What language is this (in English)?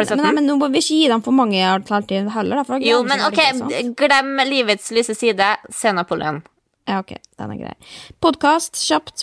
Norwegian